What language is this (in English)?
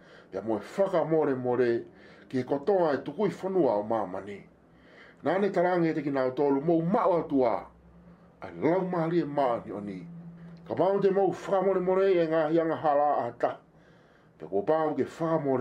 Tongan